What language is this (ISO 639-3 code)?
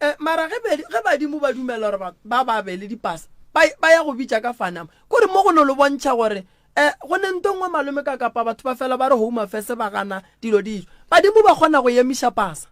nso